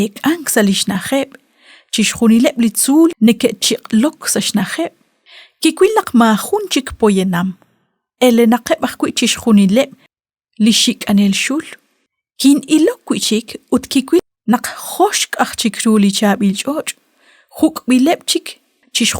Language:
Kekchí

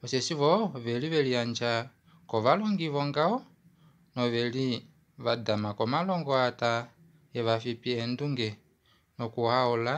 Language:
Kuanyama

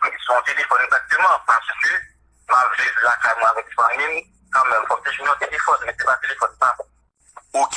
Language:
Haitian Creole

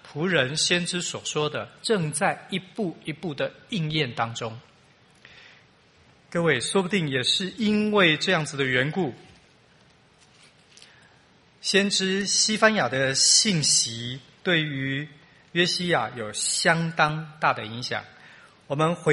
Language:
Chinese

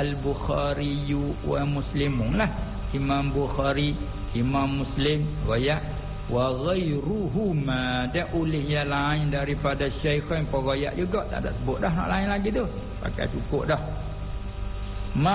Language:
Malay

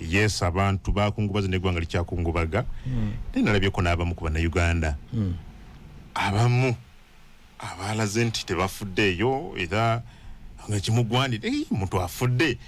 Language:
Ganda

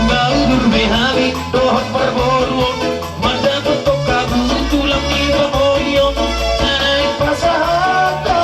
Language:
Batak Toba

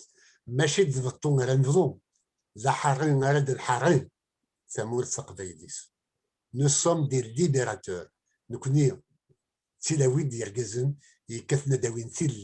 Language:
Kabyle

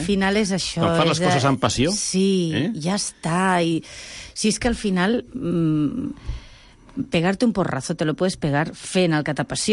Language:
Catalan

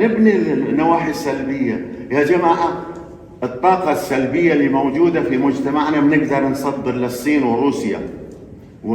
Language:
North Levantine Arabic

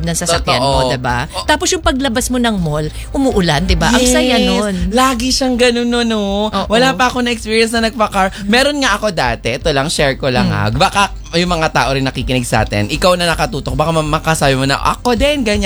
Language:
Filipino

